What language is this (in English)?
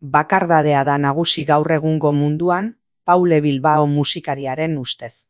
Basque